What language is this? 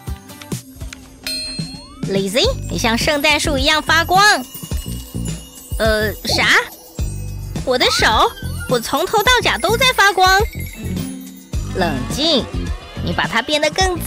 Chinese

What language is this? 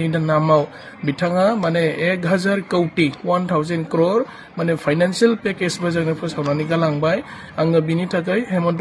Bodo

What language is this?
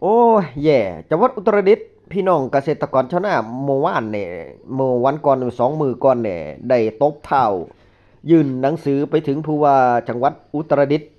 Northeastern Thai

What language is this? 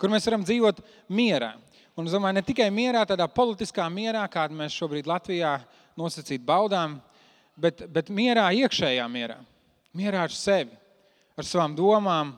Latvian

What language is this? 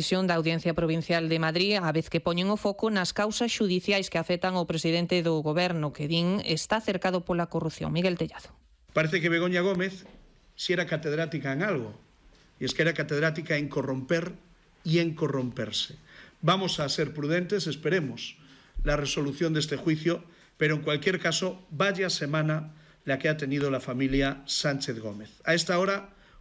Galician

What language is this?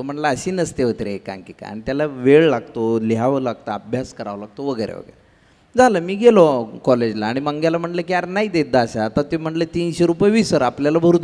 Marathi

